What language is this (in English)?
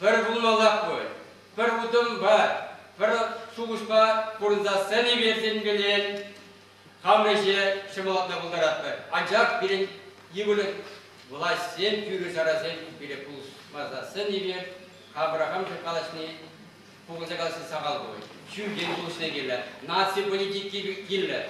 Chuvash